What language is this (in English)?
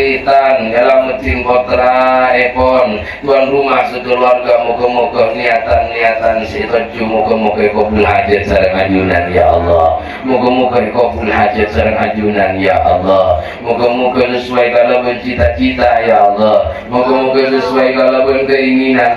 Madurese